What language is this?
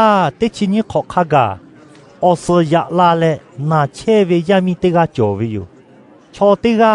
Lahu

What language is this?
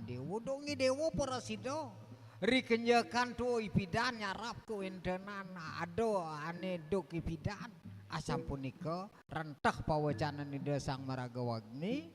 Balinese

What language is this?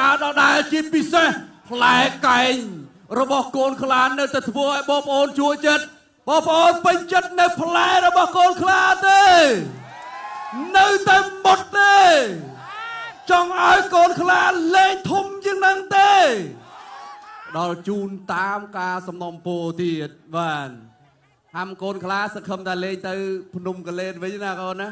Khmer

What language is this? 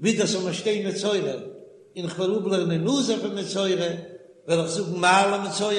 Yiddish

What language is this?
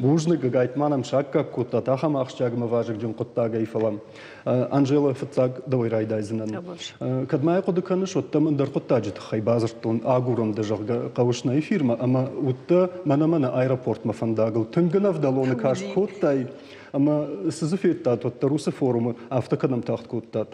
Ossetic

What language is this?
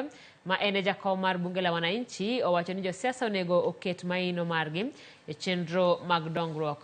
Luo (Kenya and Tanzania)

